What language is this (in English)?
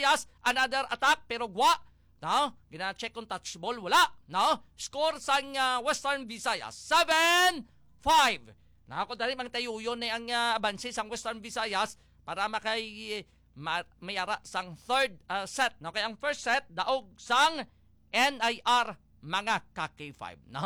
Hiligaynon